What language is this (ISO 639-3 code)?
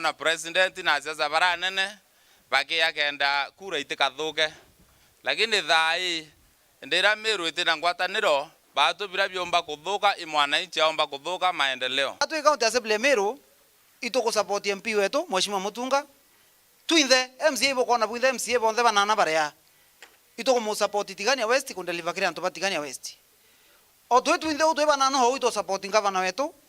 mer